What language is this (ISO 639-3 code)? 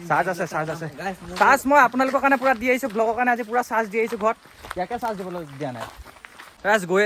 asm